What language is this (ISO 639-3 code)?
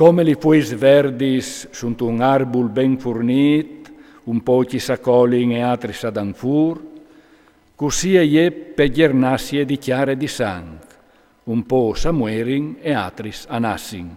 fur